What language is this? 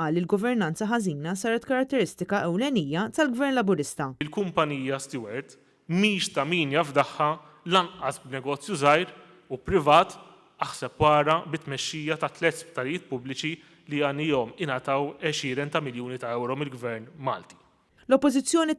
Maltese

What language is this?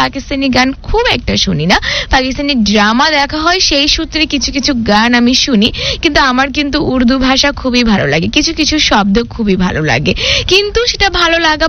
Bangla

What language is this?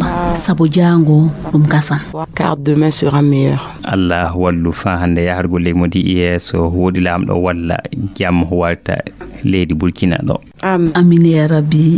Fula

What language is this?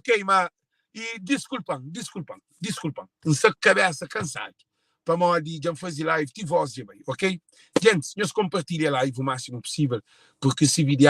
Kabuverdianu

